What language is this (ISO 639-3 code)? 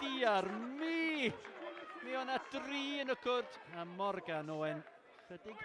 cym